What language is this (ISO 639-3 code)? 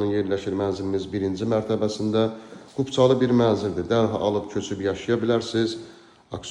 aze